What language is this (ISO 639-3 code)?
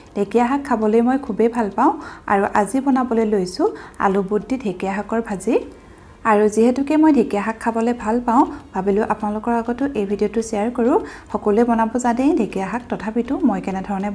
asm